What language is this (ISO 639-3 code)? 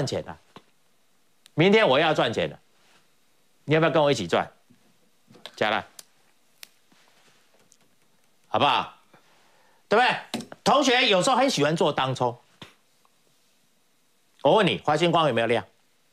zho